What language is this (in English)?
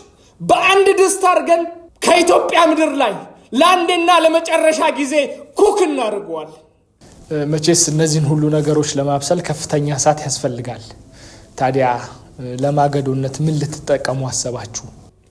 Amharic